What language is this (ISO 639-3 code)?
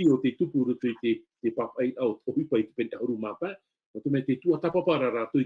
tah